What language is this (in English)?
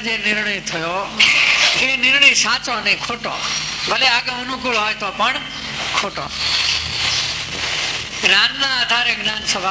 Gujarati